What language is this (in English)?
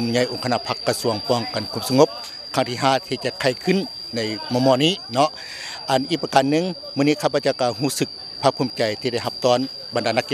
Lao